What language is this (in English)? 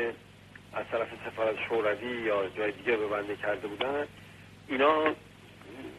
Persian